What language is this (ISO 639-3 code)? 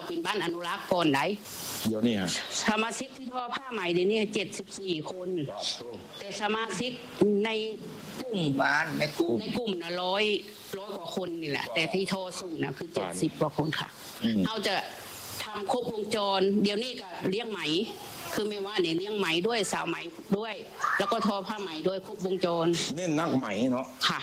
tha